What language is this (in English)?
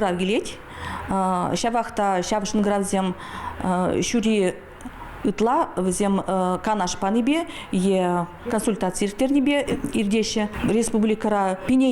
Chuvash